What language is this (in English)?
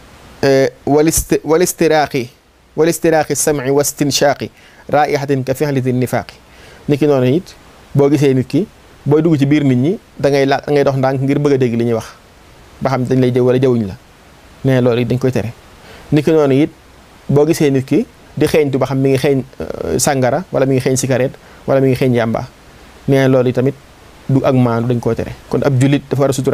Wolof